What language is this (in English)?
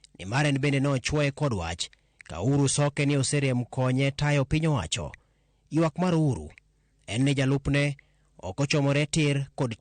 Luo (Kenya and Tanzania)